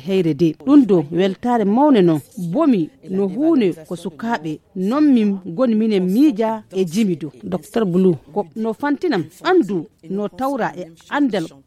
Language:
Fula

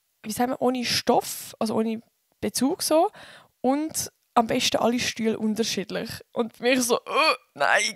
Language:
Swiss German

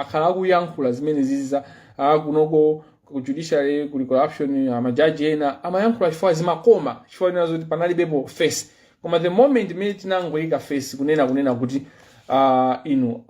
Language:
Nyanja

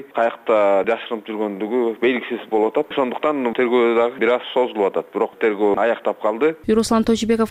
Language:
Kyrgyz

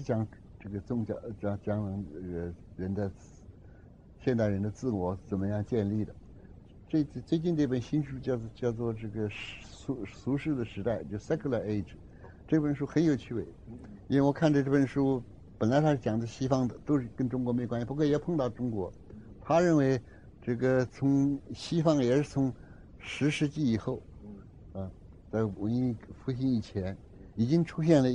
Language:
Chinese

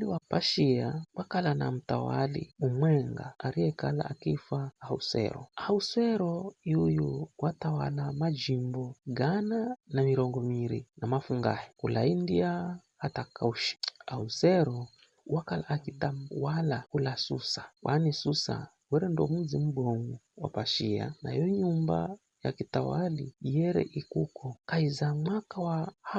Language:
Giryama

